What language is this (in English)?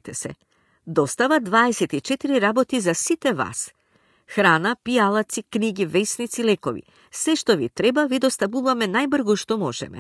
Macedonian